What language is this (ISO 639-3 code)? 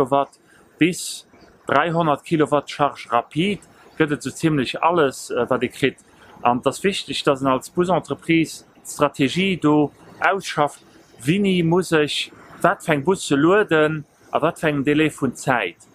ltz